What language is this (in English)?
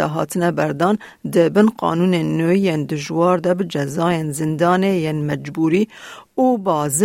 Kurdish